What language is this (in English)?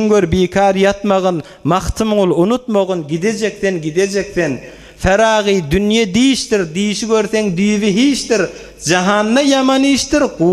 Turkmen